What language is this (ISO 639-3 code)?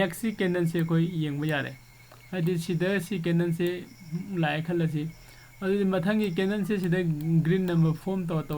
mni